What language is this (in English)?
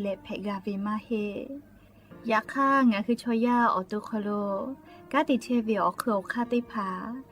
Lahu